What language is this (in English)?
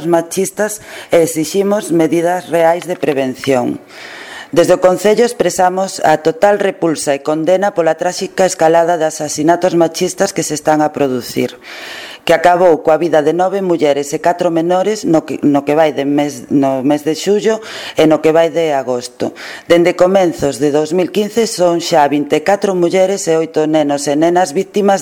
Galician